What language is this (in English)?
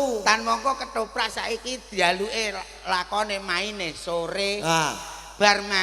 Javanese